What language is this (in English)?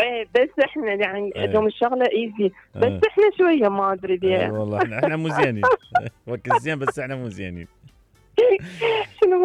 Mesopotamian Arabic